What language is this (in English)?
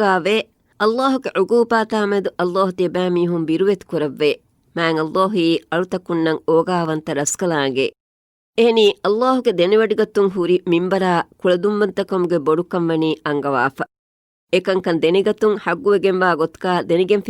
Divehi